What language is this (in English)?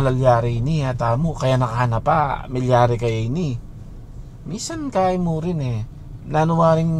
Pampanga